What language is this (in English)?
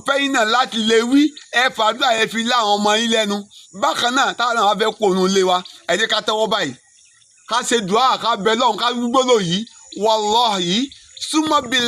Yoruba